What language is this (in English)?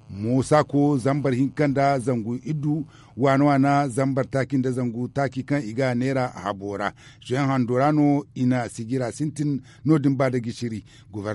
Zarma